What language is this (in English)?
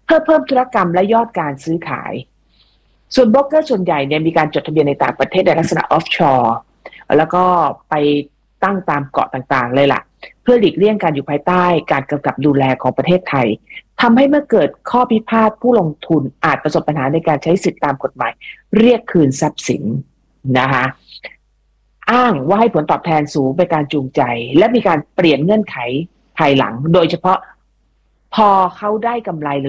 Thai